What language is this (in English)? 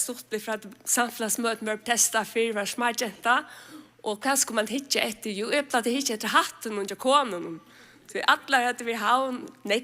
Faroese